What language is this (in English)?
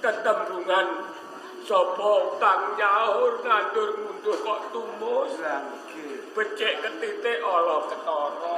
Javanese